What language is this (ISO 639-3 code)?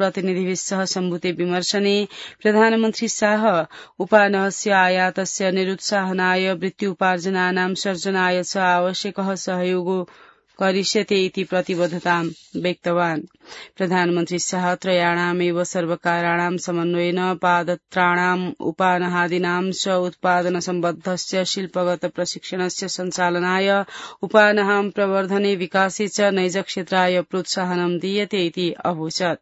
san